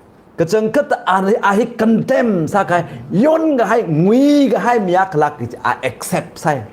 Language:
Tangkhul Naga (India)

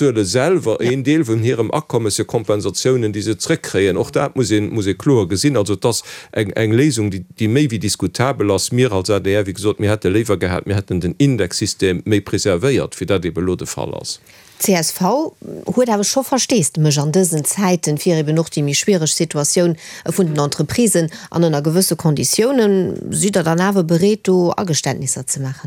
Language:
Luxembourgish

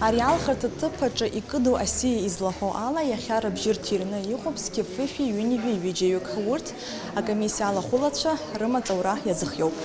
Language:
Abkhazian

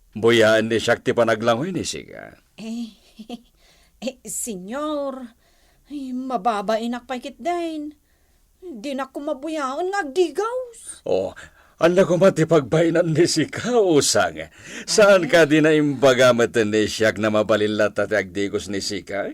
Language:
Iloko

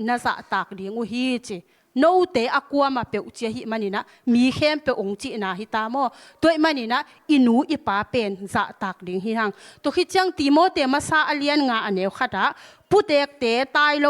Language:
Tedim Chin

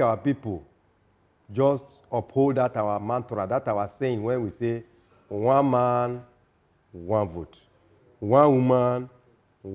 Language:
Nigerian Pidgin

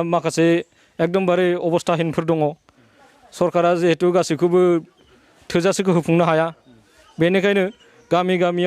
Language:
Bodo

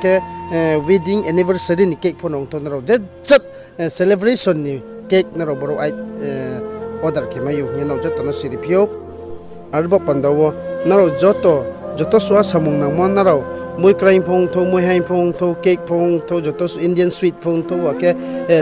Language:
Riang (India)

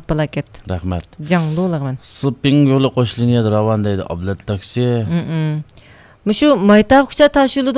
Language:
Uyghur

